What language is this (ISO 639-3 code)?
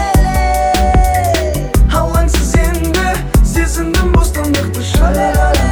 kaz